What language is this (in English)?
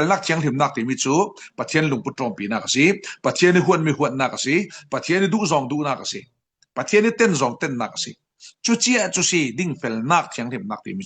Falam Chin